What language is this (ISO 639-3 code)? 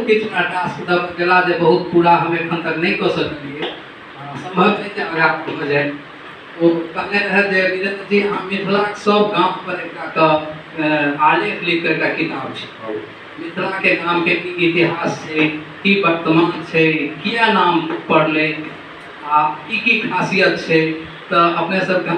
mai